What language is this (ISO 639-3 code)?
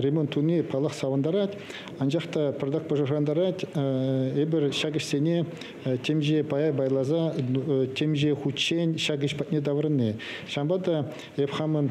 chv